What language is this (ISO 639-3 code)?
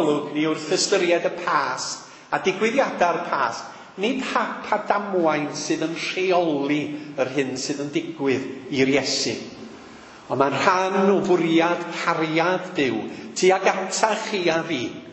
cym